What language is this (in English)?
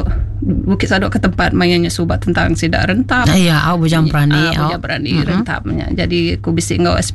Iban